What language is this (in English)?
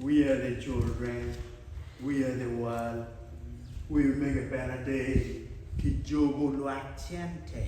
Acoli